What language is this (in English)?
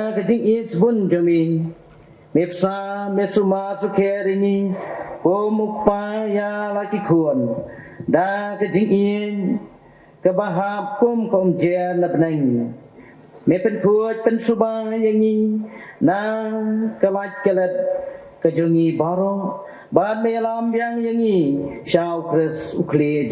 Khasi